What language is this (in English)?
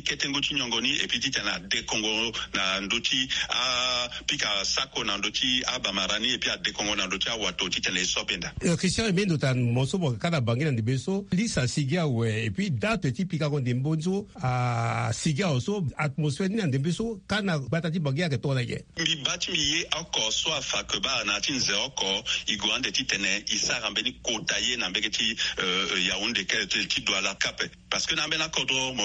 Sango